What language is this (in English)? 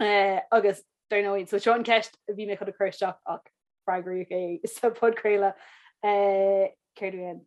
Irish